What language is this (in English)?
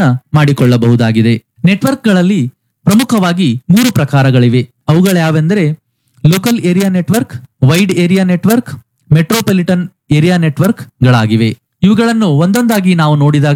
Kannada